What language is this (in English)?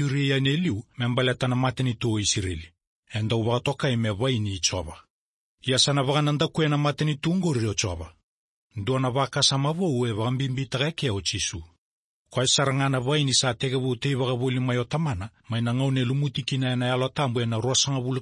Fijian